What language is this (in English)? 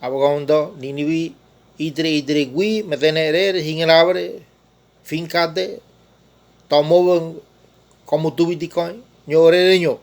Ngäbere